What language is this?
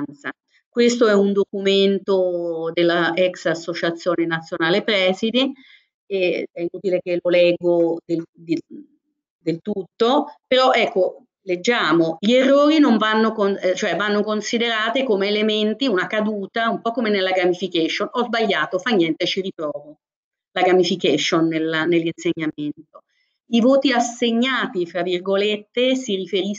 Italian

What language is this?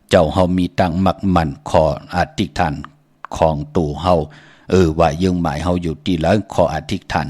Shan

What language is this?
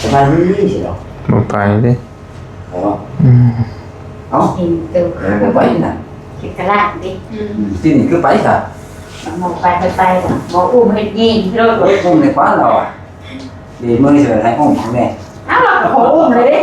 Northeastern Thai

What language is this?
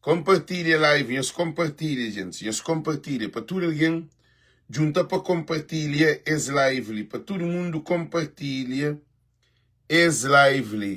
Kabuverdianu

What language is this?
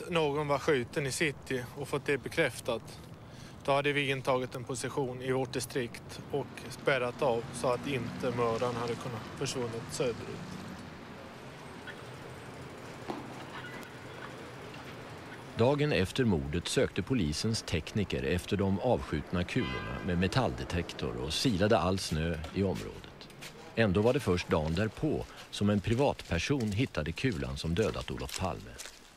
Swedish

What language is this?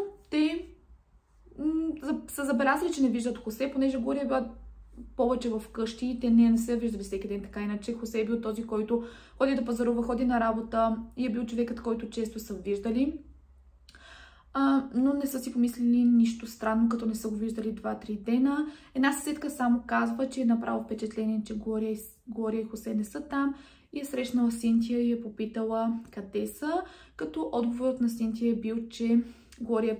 Bulgarian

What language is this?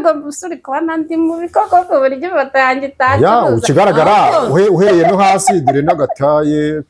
Kinyarwanda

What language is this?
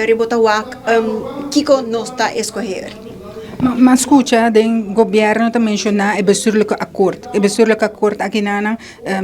Papiamento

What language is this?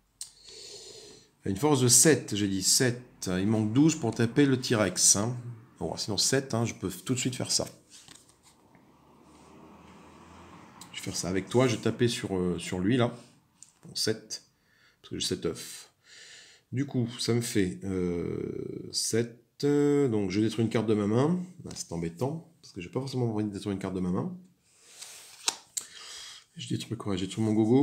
French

